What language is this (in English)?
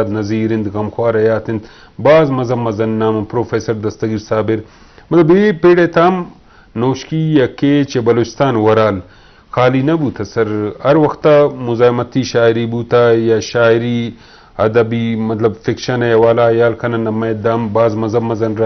Eastern Balochi